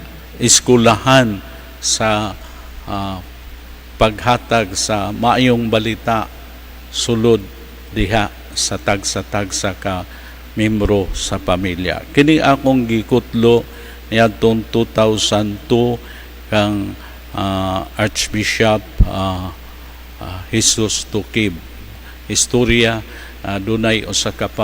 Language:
Cebuano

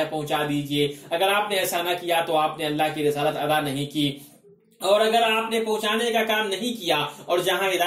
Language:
Urdu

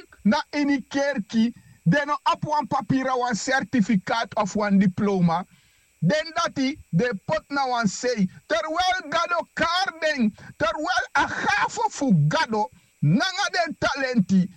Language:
Sranan Tongo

